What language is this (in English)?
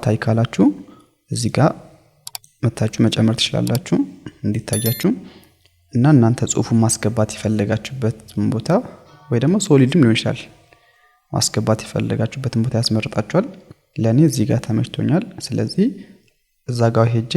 Amharic